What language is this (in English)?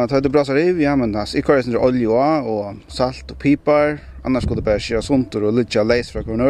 Faroese